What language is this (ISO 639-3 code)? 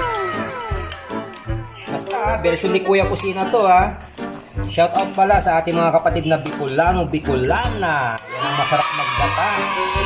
fil